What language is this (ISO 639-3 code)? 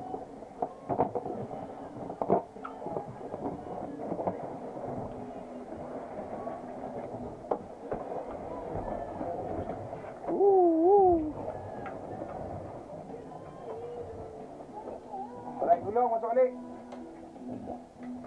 msa